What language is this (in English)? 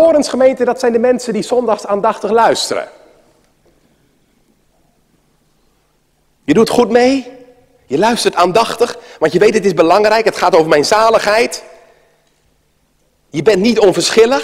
Dutch